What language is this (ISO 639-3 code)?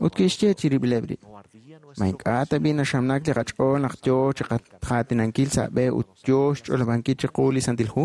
kek